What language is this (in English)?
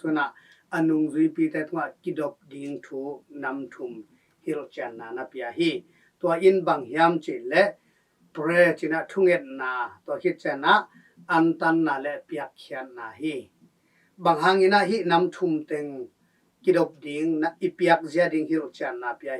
Tedim Chin